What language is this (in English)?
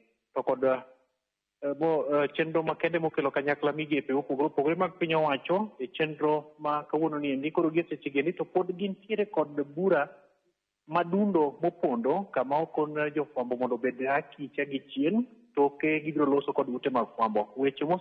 Luo (Kenya and Tanzania)